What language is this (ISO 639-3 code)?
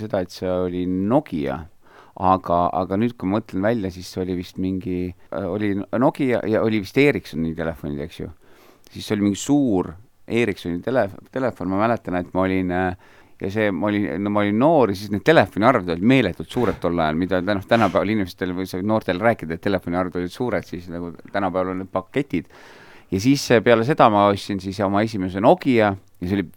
est